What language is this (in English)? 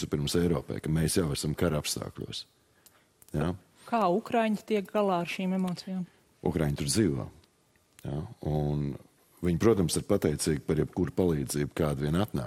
Latvian